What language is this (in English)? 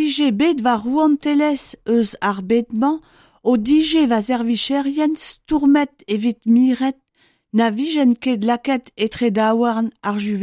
Breton